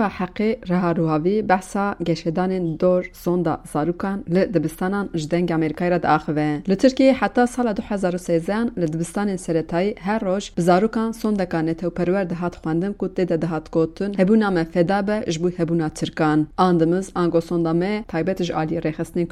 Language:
Kurdish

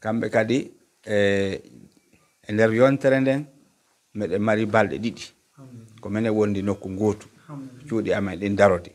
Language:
Pular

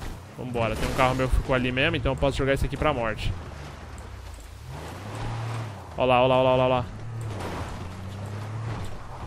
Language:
Portuguese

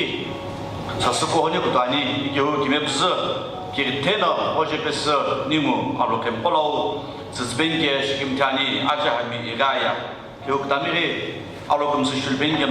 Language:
Sumi Naga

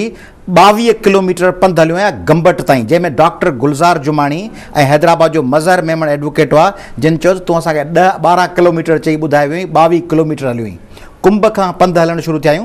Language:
Sindhi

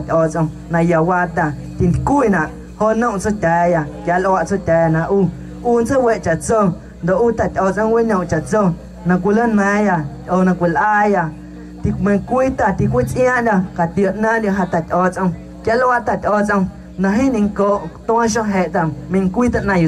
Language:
Guerrero Amuzgo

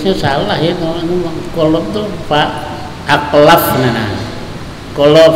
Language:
Banjar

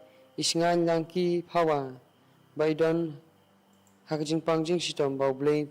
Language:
Khasi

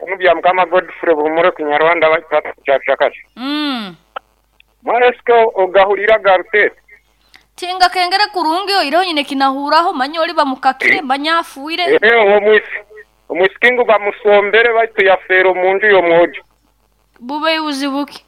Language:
Nyoro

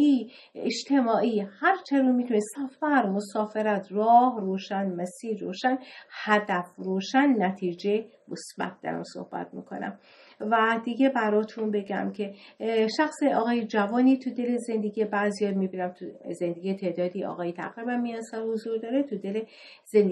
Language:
Persian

